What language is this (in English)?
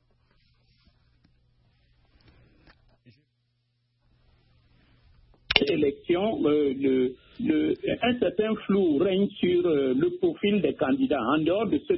French